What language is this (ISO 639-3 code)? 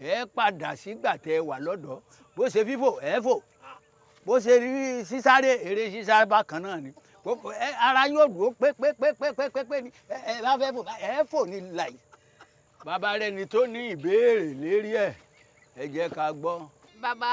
yor